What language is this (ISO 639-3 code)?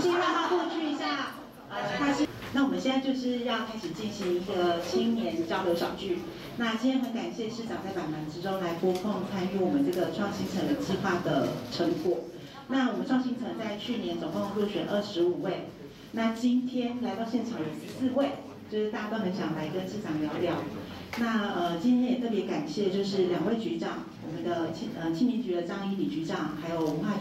zho